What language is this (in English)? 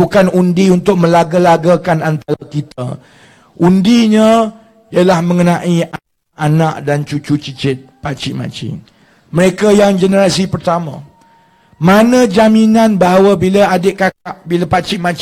Malay